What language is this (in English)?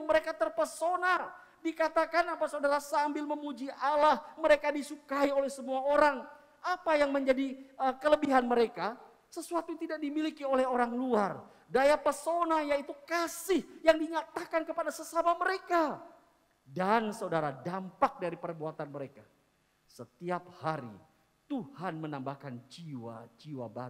Indonesian